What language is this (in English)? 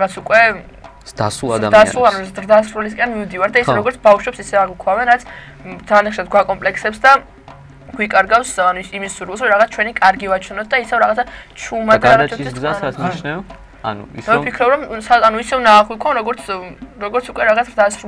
Georgian